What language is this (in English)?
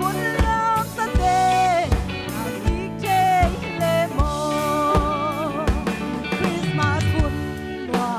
Tedim Chin